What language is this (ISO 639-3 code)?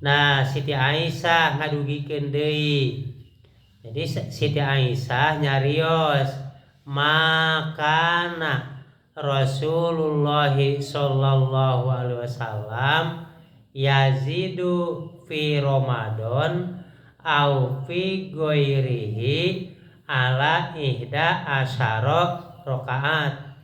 sun